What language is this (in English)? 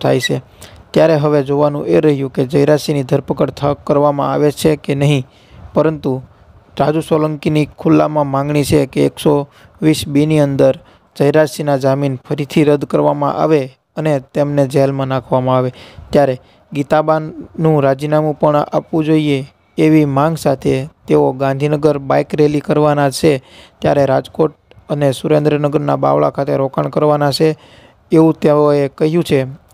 Gujarati